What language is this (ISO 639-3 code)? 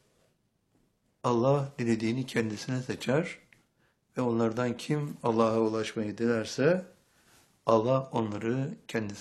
tur